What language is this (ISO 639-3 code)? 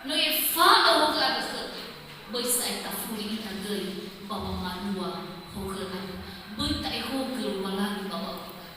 nia